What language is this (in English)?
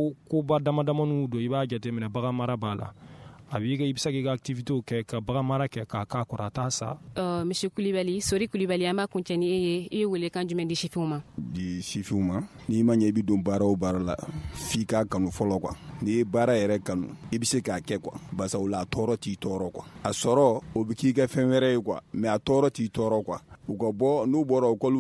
Bambara